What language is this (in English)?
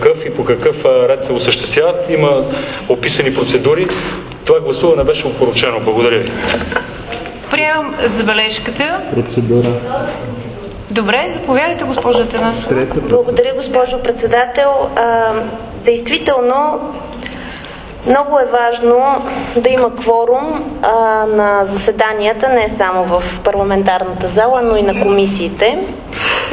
Bulgarian